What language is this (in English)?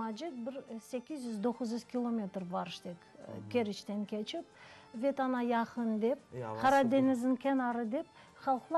Crimean Tatar